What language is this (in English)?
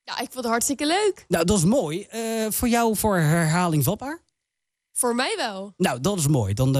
Dutch